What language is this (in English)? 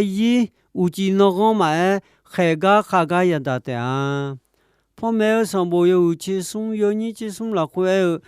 Akha